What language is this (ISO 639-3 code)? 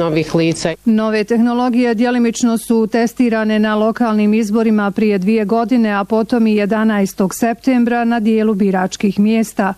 bos